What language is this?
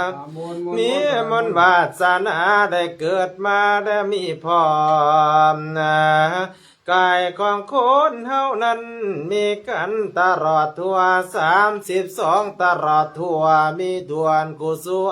Lao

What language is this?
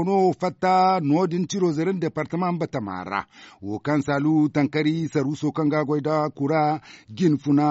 Zarma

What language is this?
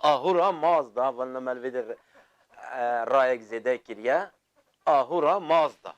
Kurdish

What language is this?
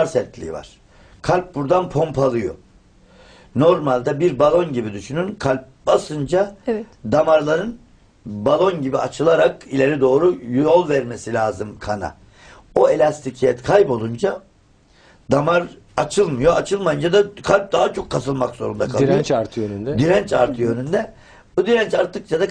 Turkish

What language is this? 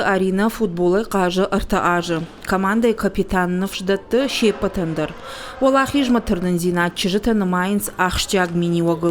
Ossetic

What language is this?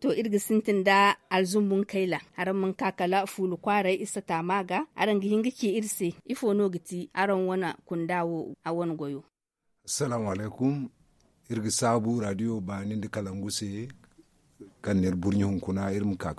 Zarma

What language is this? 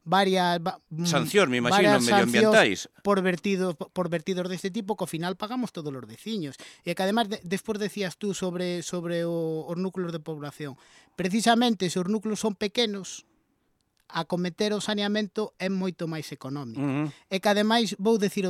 Galician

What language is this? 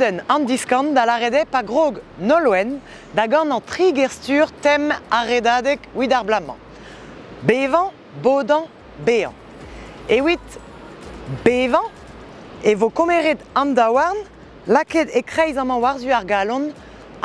Breton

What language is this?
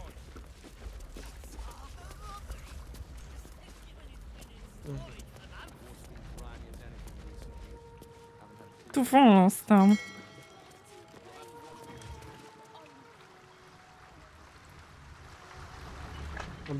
Polish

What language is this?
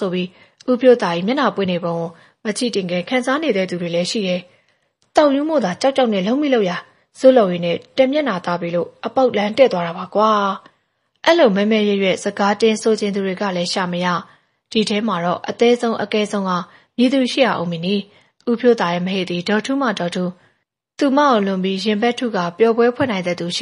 Burmese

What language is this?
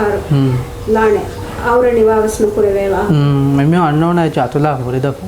Divehi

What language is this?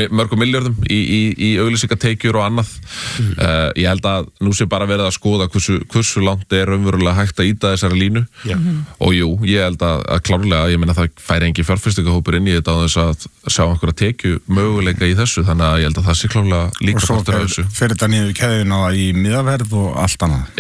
Icelandic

